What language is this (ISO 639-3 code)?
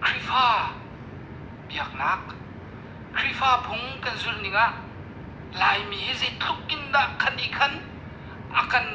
cnh